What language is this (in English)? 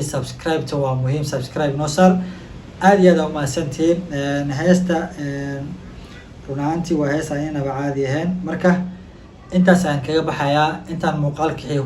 Somali